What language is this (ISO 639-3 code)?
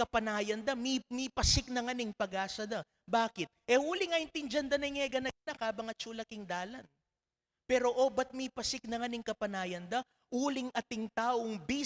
pam